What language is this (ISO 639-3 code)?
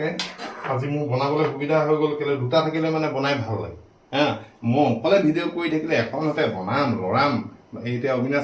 asm